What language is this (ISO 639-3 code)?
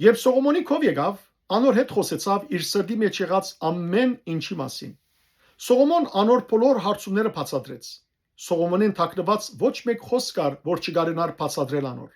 hyw